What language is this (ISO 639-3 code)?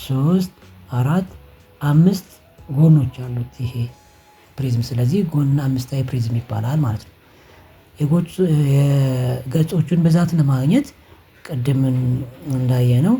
amh